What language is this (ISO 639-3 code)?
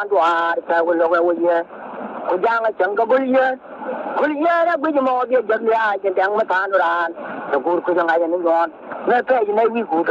nus